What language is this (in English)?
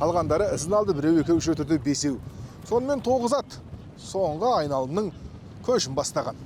Kazakh